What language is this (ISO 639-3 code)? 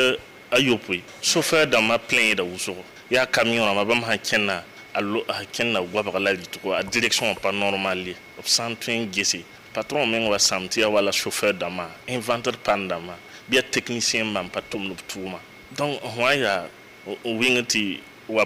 mos